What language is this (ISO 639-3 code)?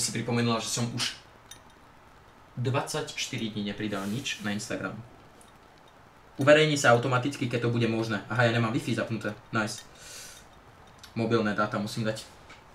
slk